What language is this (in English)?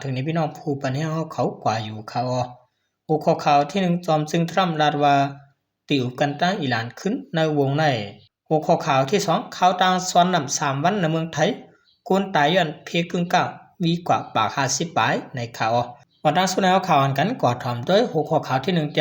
Shan